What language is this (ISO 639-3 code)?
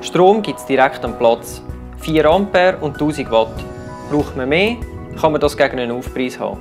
gsw